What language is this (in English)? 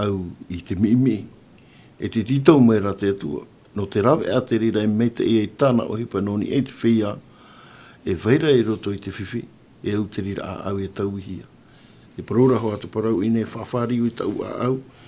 Tahitian